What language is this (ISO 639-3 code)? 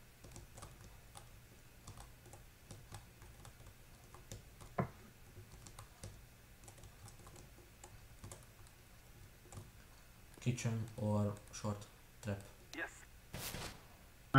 hun